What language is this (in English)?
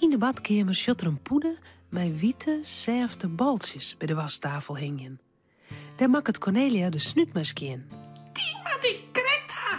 Western Frisian